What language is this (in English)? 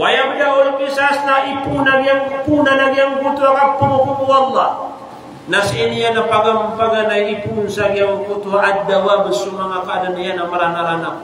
Maranao